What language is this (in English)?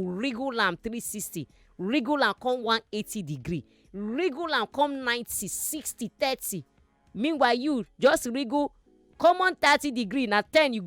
Nigerian Pidgin